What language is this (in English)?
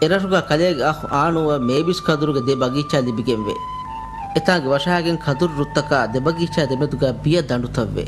Divehi